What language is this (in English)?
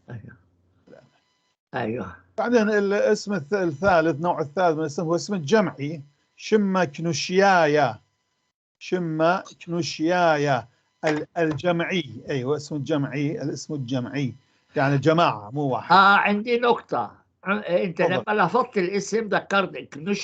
North Levantine Arabic